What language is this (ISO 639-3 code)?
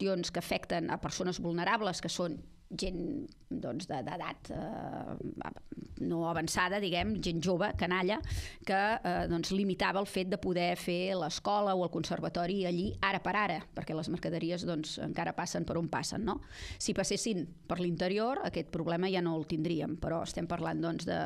cat